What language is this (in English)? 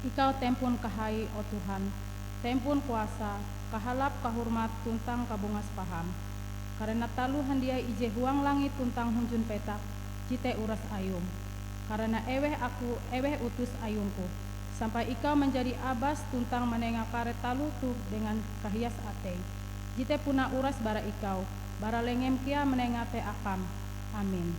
Ngaju